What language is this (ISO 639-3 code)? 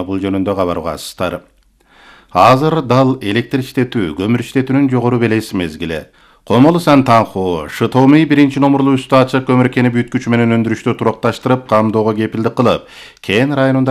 kir